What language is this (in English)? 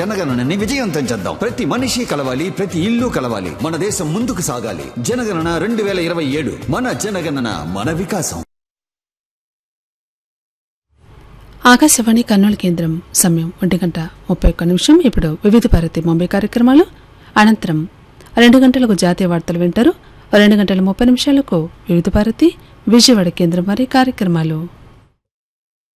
Telugu